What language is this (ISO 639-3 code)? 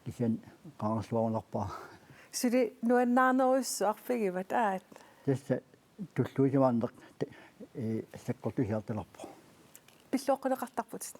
kal